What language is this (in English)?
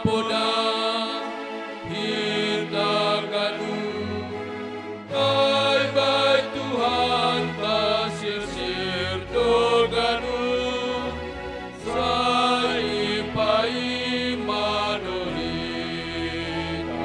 Batak Simalungun